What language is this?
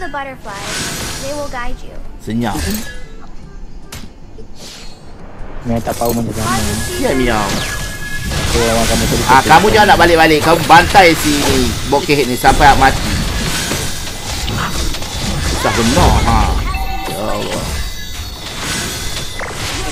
Malay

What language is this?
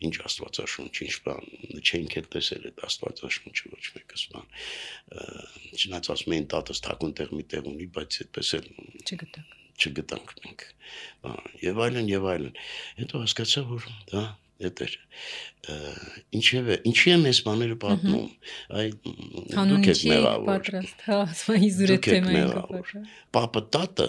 Armenian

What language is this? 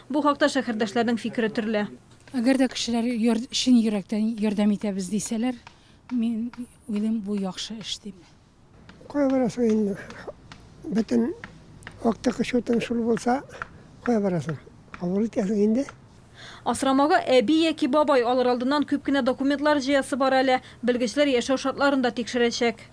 Tatar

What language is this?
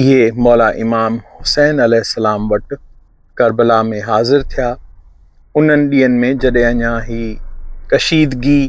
Sindhi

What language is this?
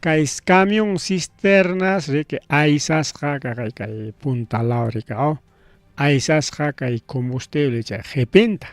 Ayacucho Quechua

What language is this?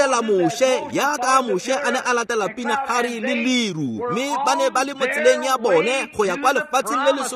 Tswana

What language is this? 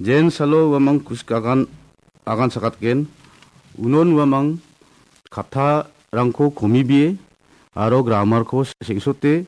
Garo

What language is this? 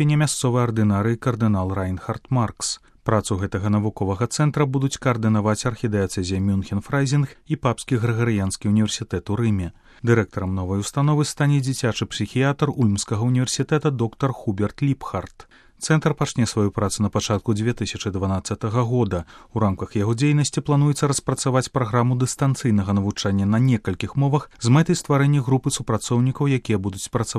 Belarusian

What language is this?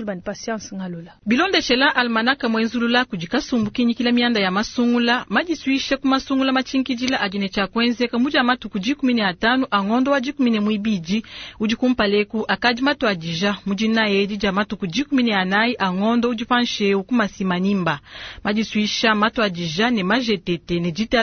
Luba-Lulua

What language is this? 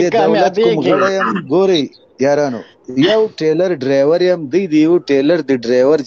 Pashto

